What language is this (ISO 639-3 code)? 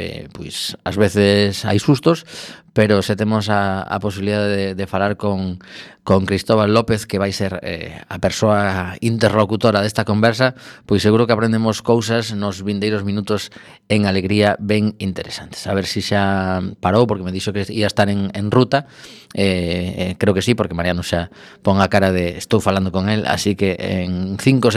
glg